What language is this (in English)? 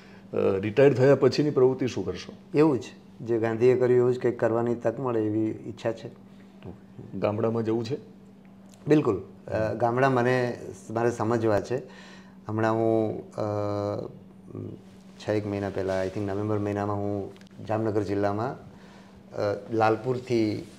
Gujarati